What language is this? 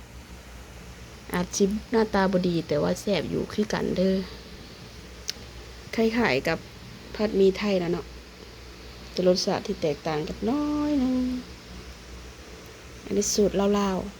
Lao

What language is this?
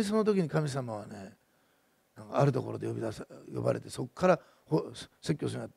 Japanese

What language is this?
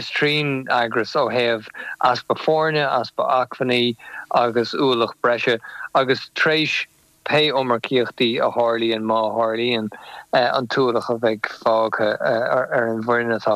Irish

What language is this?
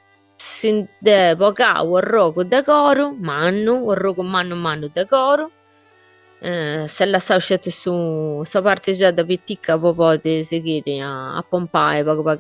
Sardinian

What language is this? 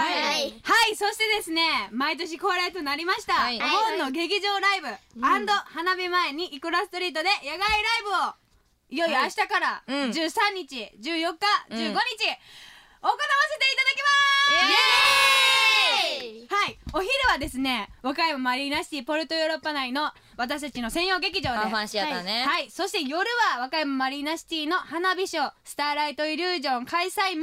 Japanese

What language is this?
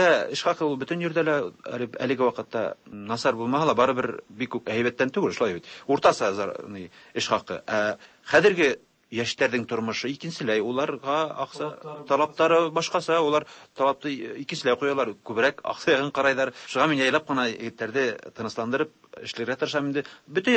Tatar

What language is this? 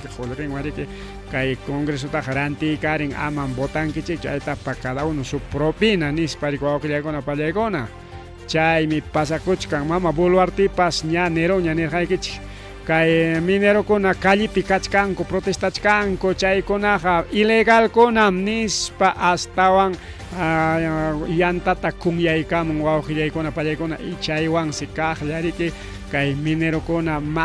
Ayacucho Quechua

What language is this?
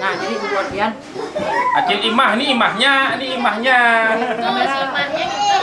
Banjar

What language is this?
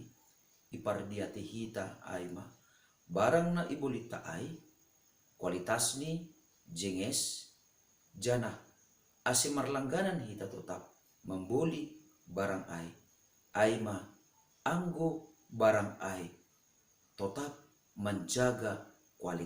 Batak Simalungun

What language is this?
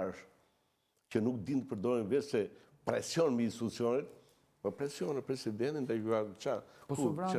Albanian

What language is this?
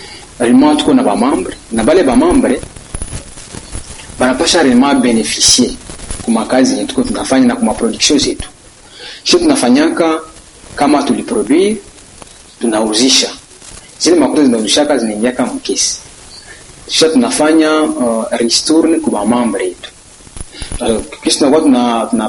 Swahili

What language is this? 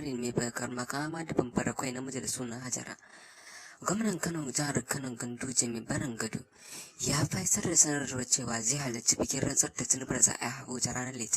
Hausa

